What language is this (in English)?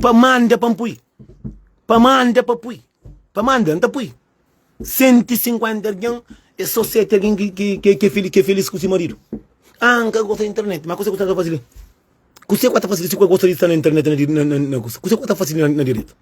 Kabuverdianu